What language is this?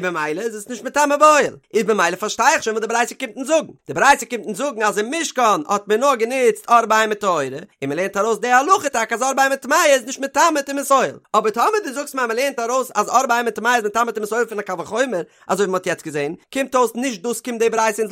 Yiddish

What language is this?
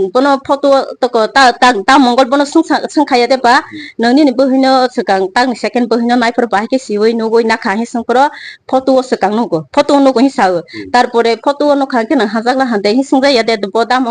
Kok Borok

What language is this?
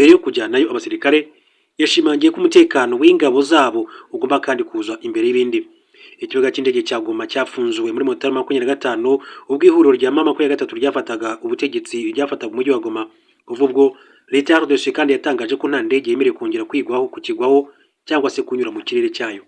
Kinyarwanda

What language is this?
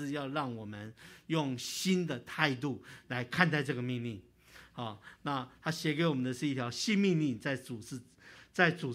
Chinese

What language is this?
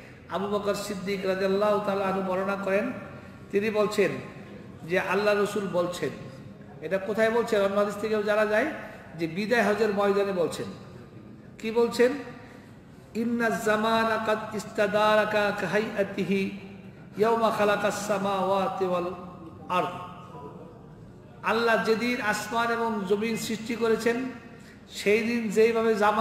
Bangla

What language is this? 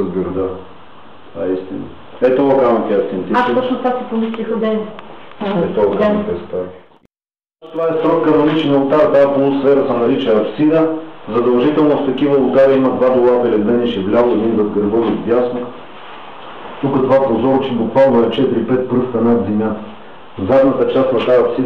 Bulgarian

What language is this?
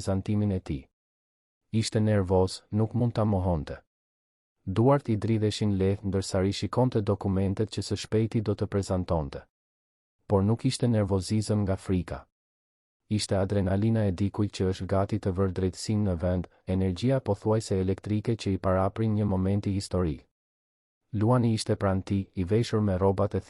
Albanian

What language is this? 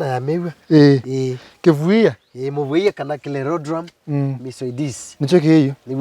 Kamba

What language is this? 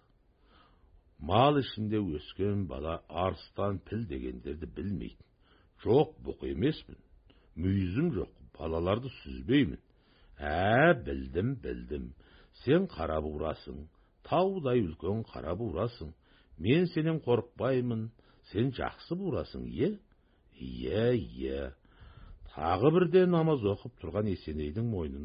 Kazakh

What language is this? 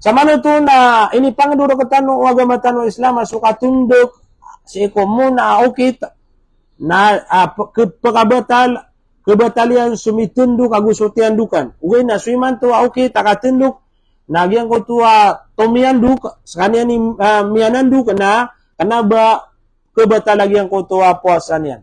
Maranao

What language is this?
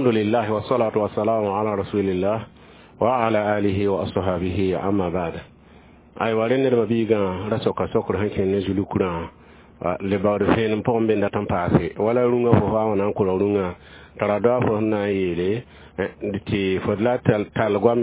Mossi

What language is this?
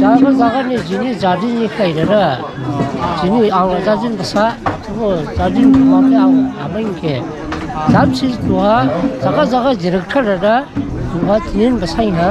Dimasa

